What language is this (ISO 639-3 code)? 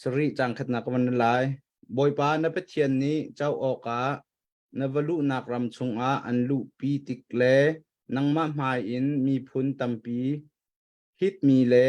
cnh